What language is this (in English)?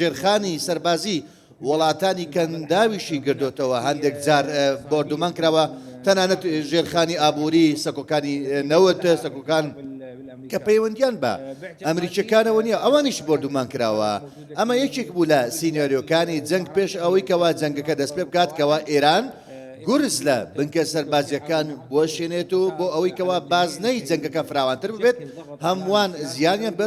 Central Kurdish